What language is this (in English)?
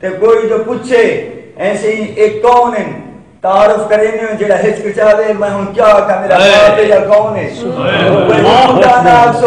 Saraiki